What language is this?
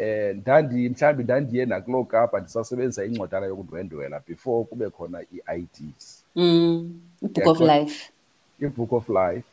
Xhosa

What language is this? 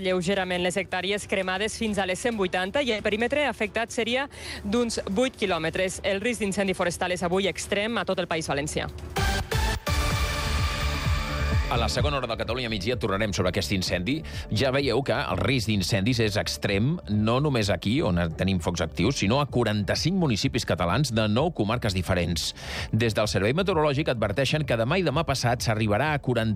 Catalan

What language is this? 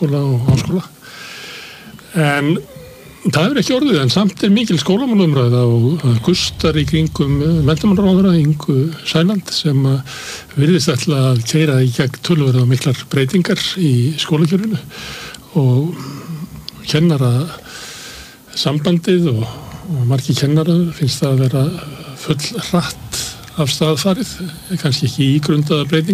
Icelandic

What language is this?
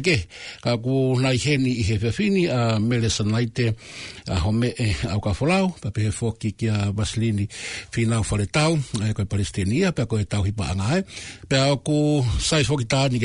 Tongan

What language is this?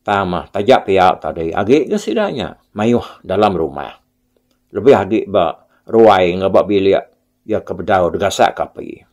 Iban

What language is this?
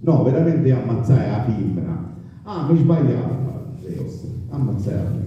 Sicilian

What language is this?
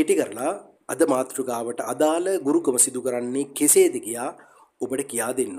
Sinhala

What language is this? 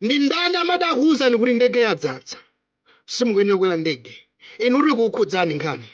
Nyanja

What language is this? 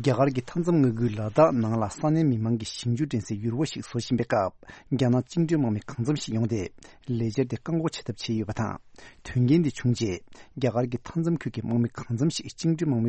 Tibetan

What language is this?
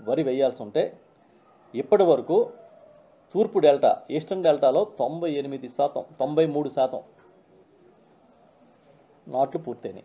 Telugu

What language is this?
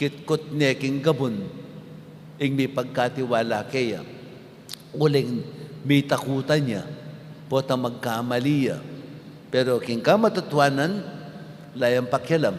Pampanga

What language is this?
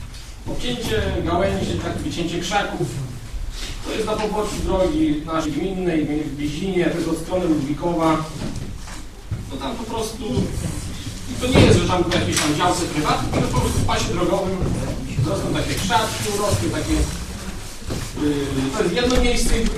Polish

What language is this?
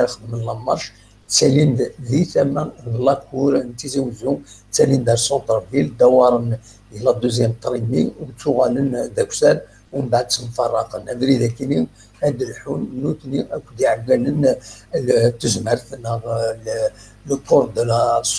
Kabyle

